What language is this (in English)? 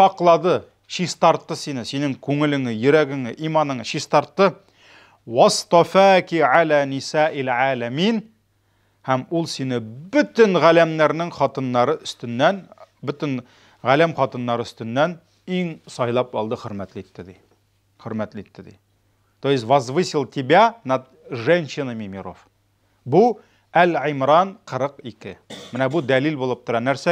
Tatar